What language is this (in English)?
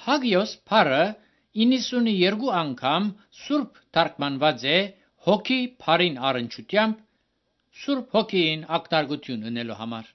Armenian